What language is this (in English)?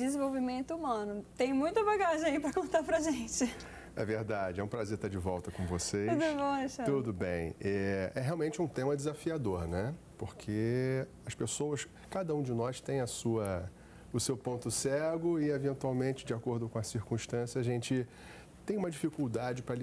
Portuguese